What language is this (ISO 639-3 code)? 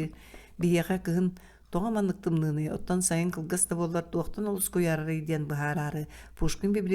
sah